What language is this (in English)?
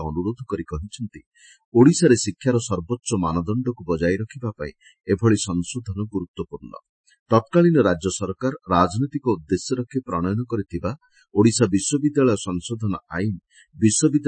Odia